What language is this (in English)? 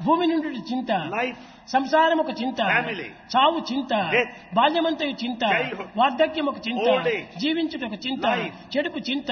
Telugu